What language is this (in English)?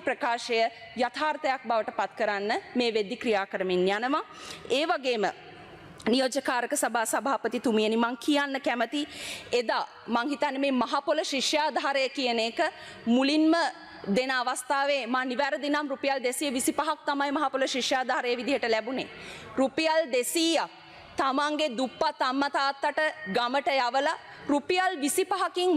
Sinhala